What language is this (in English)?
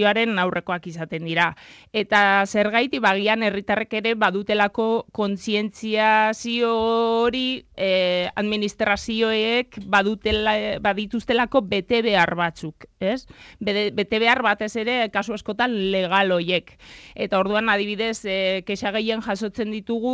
Basque